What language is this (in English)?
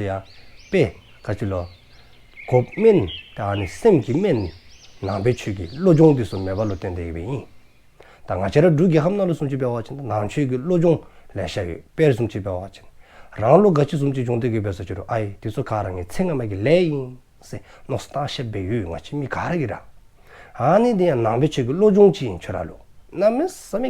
Dzongkha